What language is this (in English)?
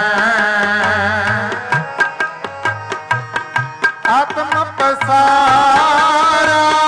Punjabi